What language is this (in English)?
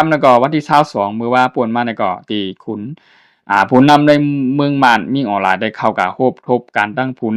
Shan